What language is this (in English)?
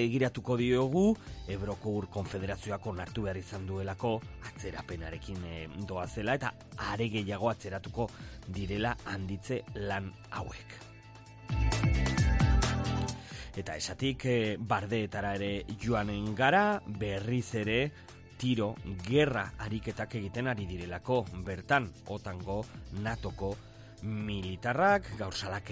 Basque